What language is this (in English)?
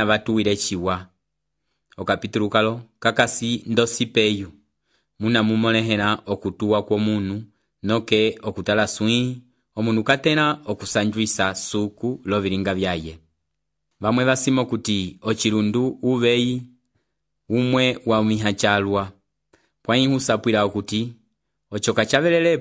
Umbundu